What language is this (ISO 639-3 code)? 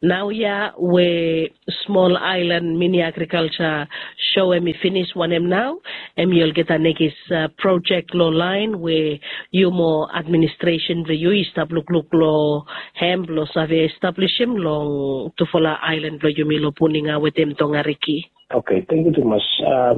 bis